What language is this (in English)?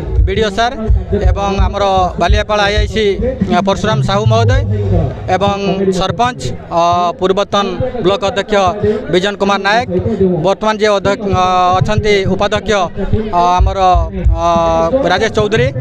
Odia